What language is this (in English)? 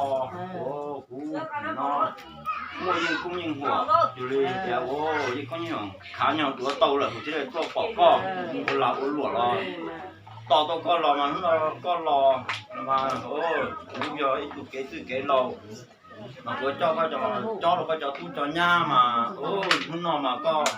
Hmong